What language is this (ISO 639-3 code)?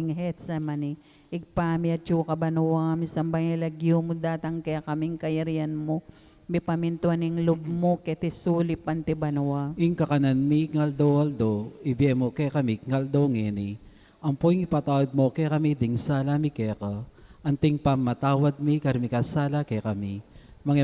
pam